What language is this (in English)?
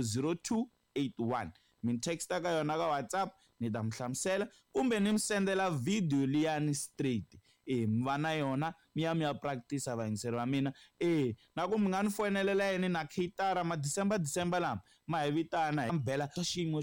Tsonga